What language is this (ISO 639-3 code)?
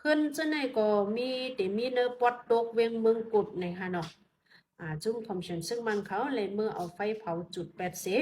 shn